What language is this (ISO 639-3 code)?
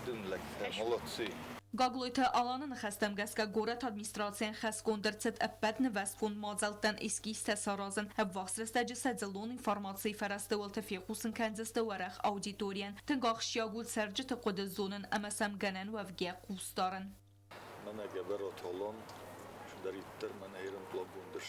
oss